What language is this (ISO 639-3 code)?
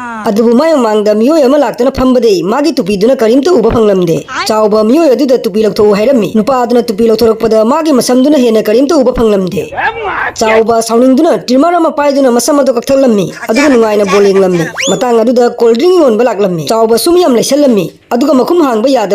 mni